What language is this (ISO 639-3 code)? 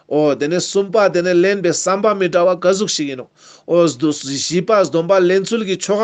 lbj